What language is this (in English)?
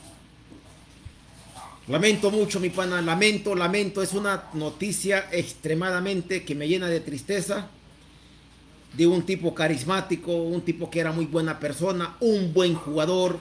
Spanish